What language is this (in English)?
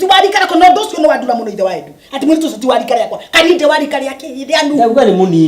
Kikuyu